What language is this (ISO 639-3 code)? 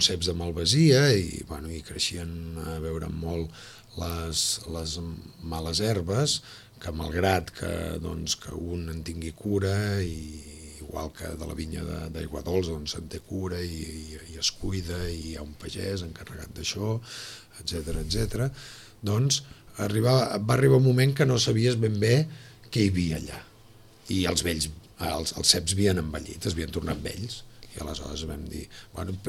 cat